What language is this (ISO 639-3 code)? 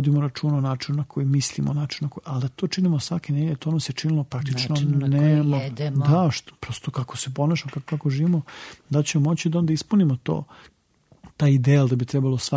srp